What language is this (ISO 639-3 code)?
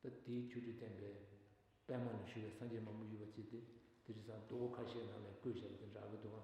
bod